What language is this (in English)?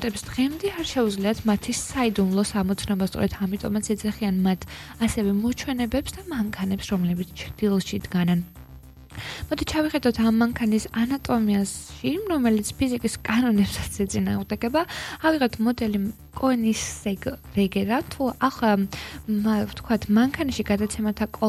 Georgian